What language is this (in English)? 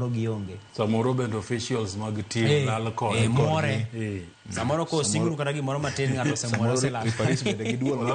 Luo (Kenya and Tanzania)